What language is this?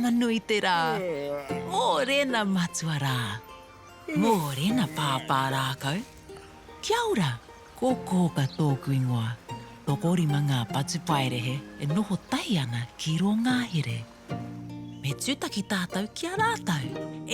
Māori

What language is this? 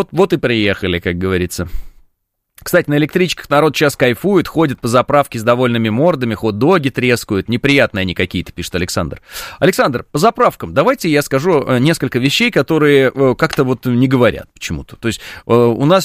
Russian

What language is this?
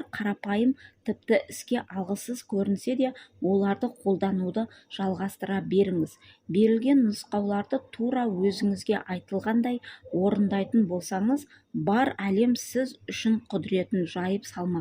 Kazakh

